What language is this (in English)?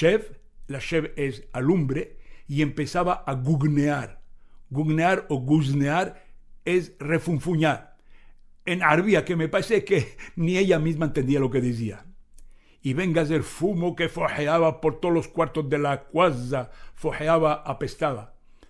Ladino